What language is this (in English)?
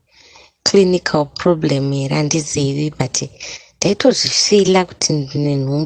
Shona